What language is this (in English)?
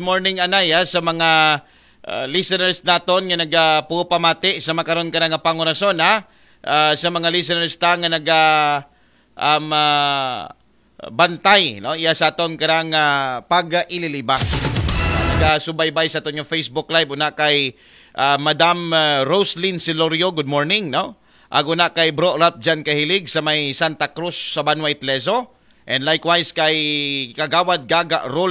Aklanon